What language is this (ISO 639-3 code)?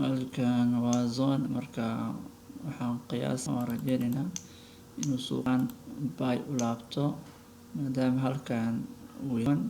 som